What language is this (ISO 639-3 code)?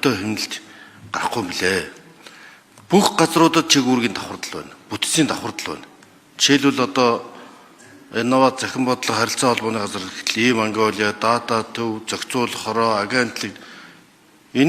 mon